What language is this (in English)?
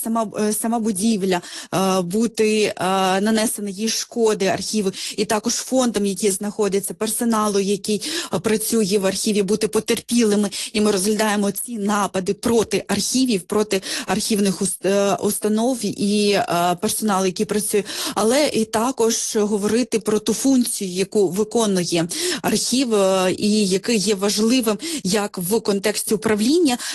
Ukrainian